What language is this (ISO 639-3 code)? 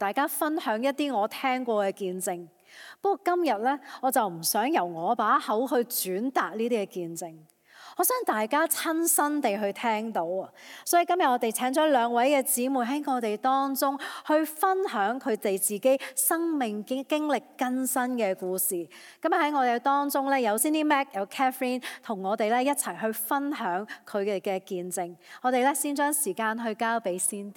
yue